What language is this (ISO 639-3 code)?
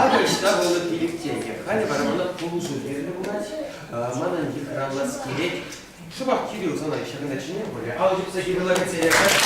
chv